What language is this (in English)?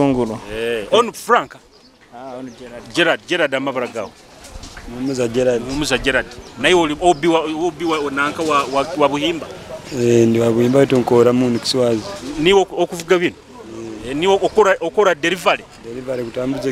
Nyoro